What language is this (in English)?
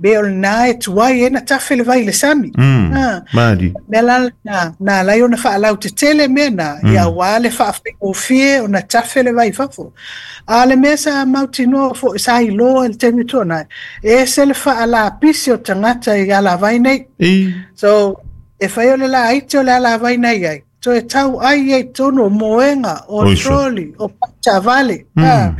Samoan